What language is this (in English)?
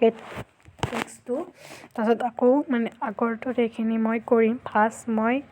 Assamese